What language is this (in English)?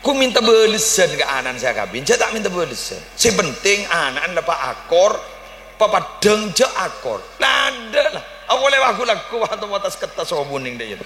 Madurese